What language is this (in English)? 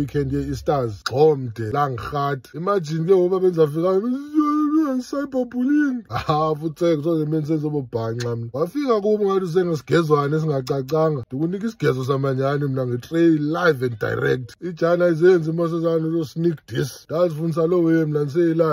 Xhosa